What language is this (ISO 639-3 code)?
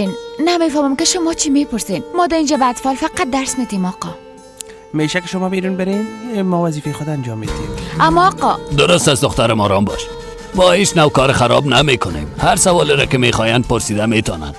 fas